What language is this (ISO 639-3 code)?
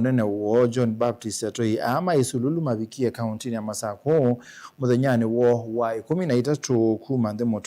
kam